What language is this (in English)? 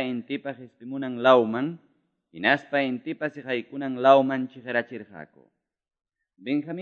Quechua